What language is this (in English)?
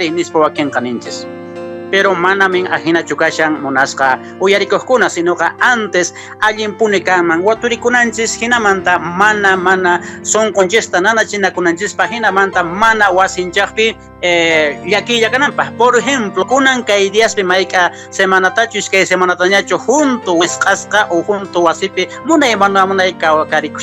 Quechua